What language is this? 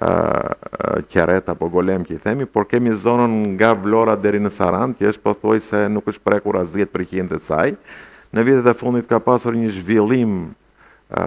Albanian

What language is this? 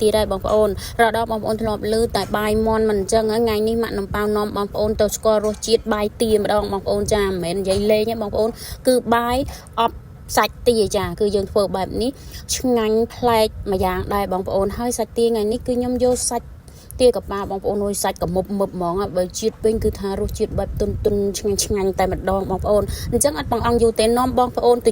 Khmer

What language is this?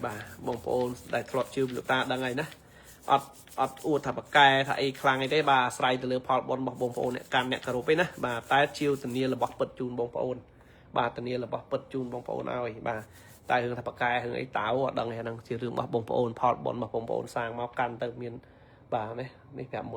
Khmer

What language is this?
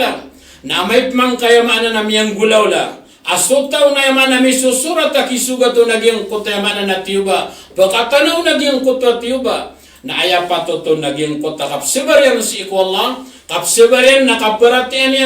Maranao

